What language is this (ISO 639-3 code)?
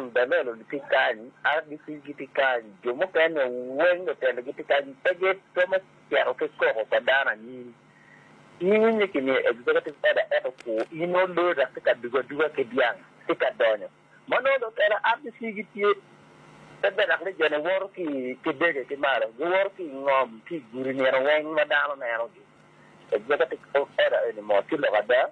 ach